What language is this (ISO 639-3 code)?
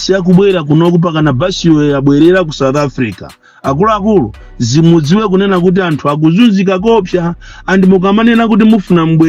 nya